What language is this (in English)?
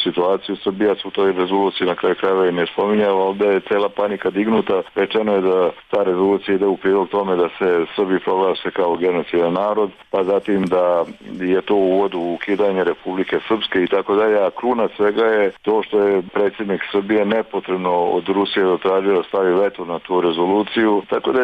Bosnian